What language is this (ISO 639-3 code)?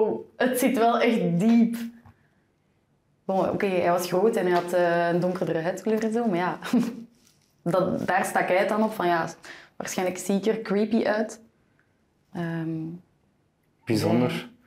nld